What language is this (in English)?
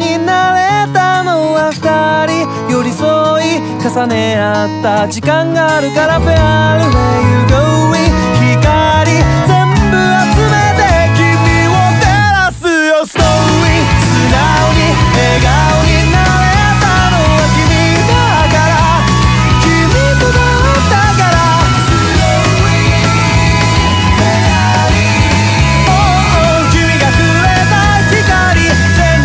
Japanese